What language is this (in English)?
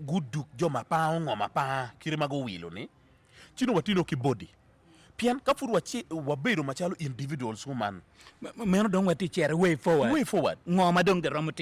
Acoli